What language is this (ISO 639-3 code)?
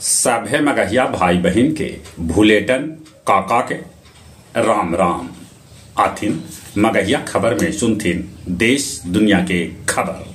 mag